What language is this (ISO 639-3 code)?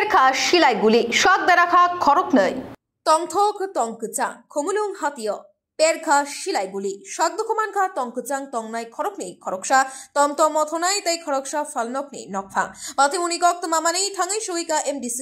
trp